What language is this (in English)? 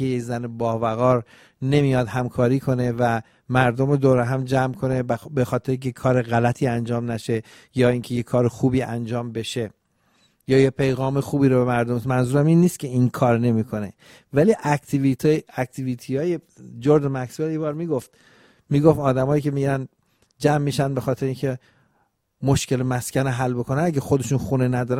Persian